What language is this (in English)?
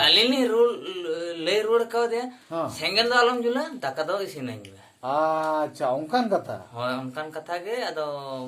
Santali